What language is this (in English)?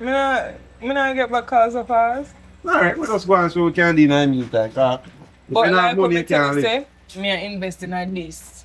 Jamaican Creole English